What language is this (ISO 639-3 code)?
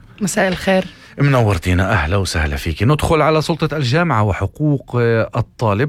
apc